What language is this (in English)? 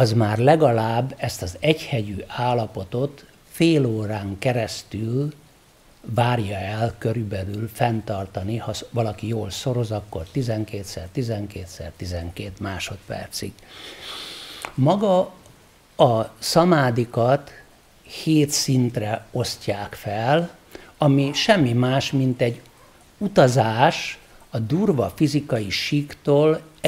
Hungarian